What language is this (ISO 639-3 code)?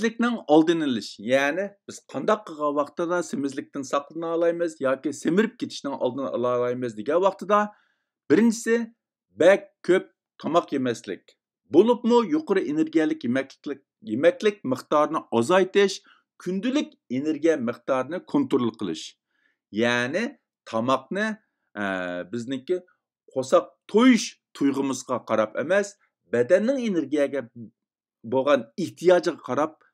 uig